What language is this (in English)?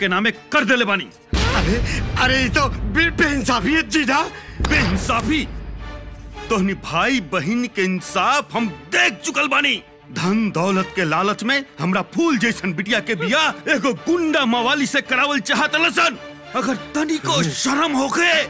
Bhojpuri